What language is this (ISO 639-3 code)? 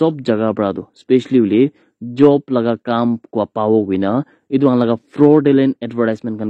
nag